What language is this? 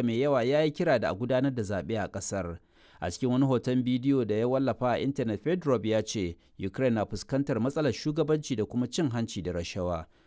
Hausa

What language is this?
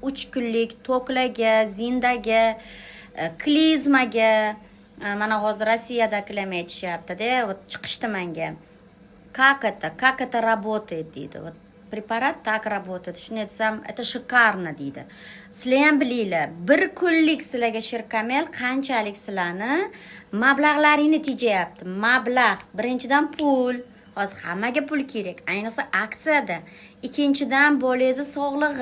Uzbek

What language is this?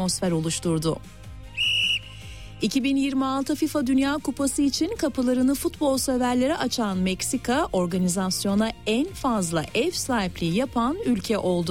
Turkish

